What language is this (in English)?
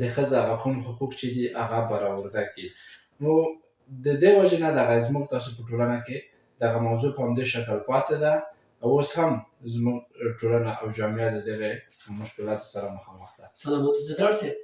Pashto